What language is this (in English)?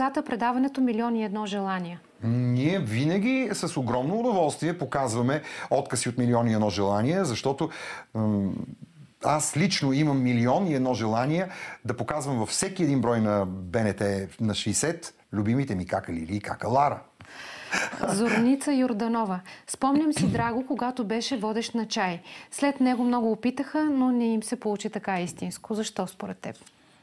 Bulgarian